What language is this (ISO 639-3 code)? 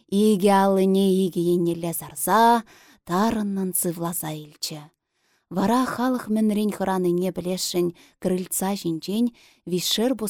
chv